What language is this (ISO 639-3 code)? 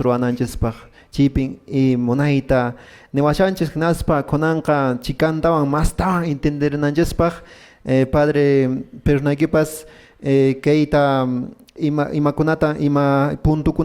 que